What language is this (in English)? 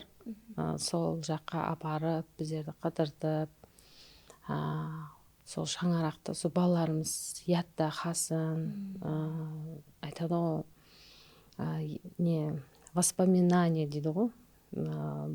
Kara-Kalpak